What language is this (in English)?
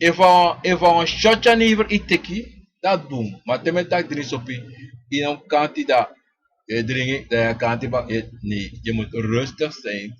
Sranan Tongo